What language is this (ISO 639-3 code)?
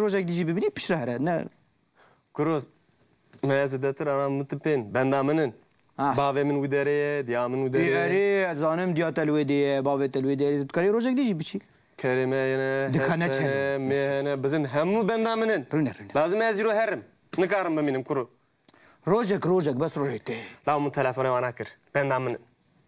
kur